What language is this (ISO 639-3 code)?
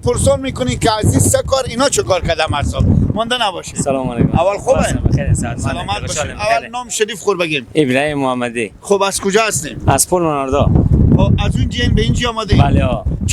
fas